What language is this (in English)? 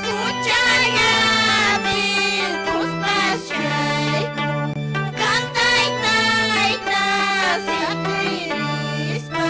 Quechua